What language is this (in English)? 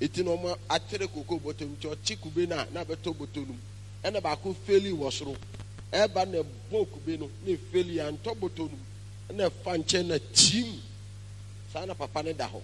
Akan